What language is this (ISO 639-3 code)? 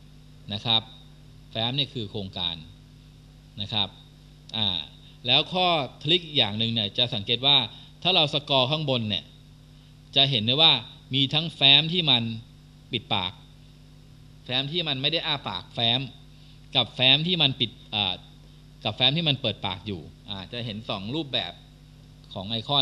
tha